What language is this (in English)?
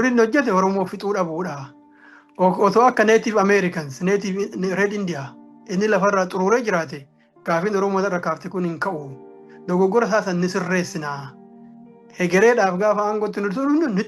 Oromo